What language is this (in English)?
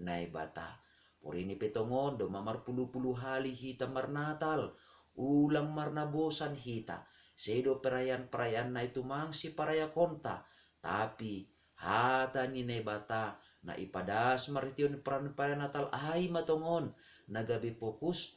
Batak Simalungun